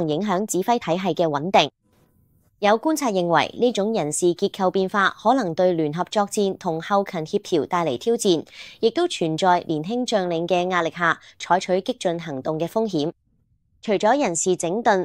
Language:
Cantonese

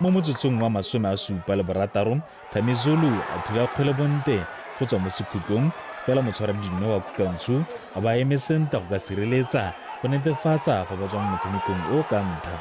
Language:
Tswana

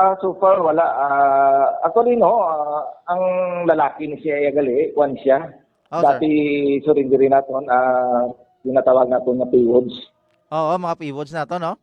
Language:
Hiligaynon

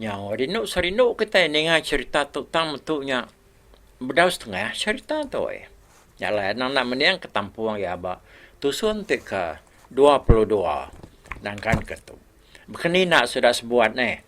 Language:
Iban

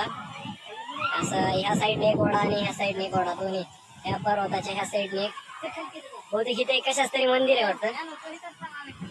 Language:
Marathi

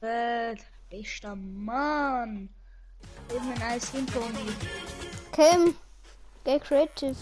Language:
Bavarian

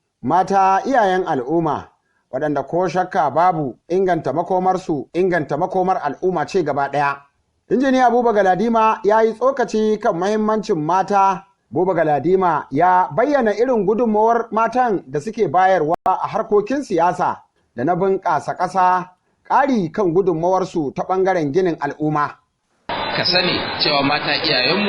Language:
Hausa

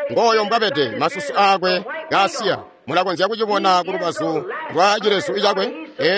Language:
Tonga (Zambia)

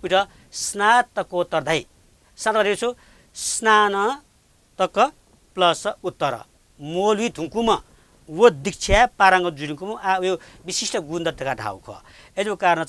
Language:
Newari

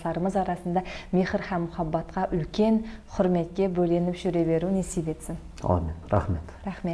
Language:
Kara-Kalpak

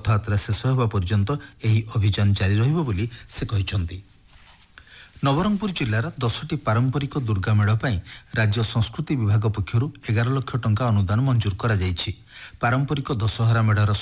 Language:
Odia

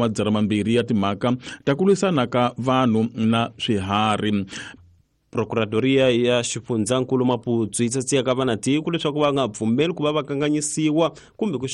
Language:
Tsonga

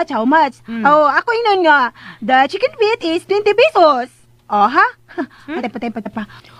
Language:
Cebuano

